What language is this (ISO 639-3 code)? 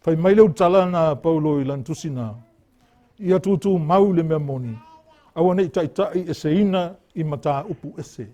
smo